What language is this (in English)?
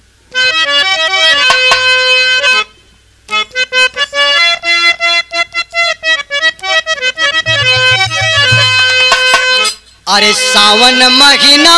Bhojpuri